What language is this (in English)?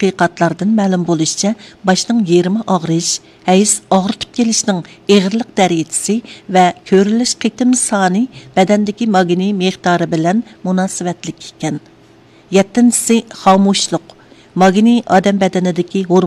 Uyghur